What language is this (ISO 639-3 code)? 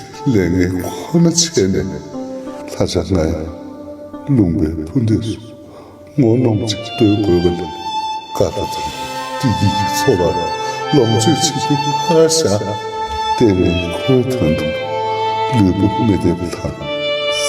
bod